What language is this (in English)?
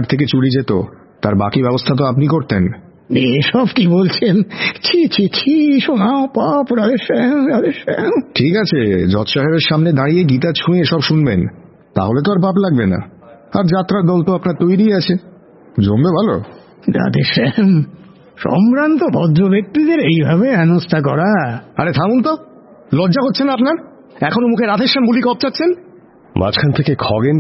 Bangla